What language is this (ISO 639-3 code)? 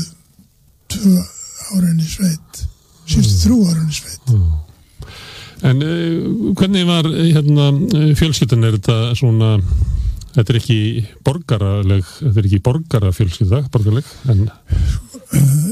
isl